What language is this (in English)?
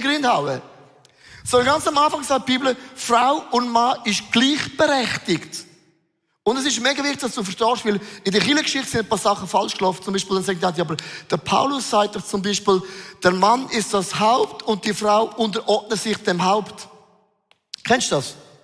Swiss German